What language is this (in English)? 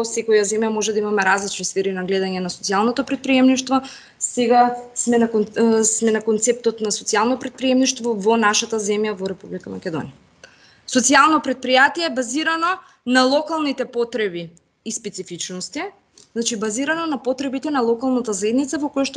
Macedonian